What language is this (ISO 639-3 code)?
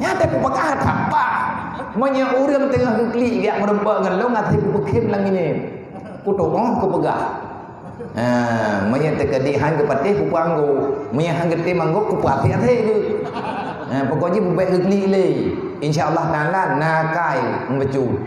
ace